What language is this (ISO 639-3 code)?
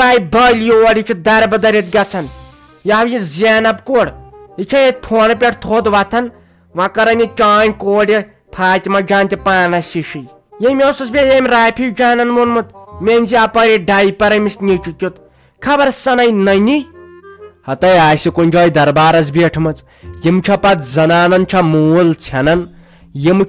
kas